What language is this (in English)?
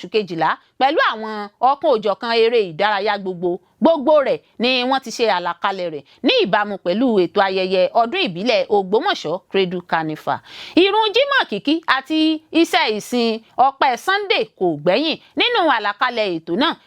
Yoruba